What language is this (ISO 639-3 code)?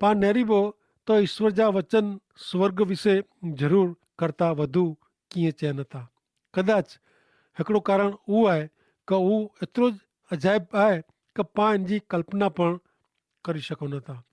kfr